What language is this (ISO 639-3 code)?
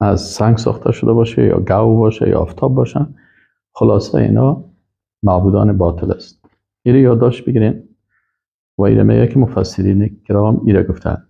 fas